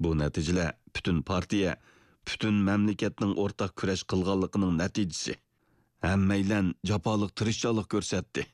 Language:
Uyghur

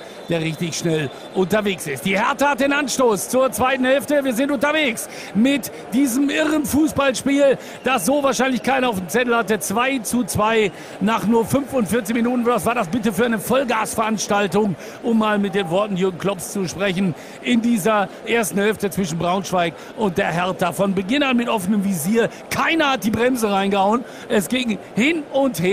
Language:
German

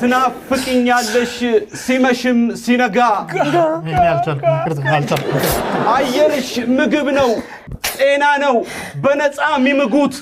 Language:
Amharic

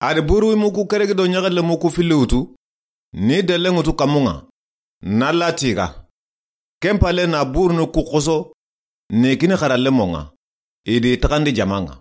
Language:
Soninke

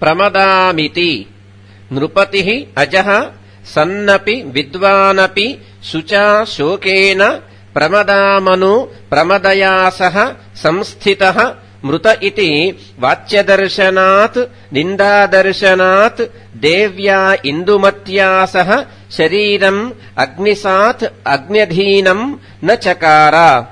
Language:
Sanskrit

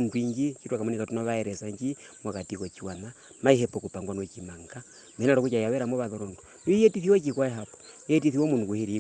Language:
Herero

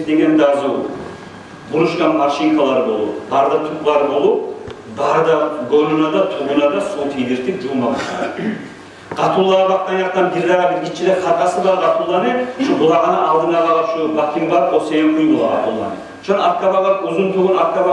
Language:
Kumyk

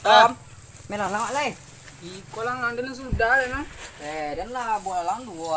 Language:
Minangkabau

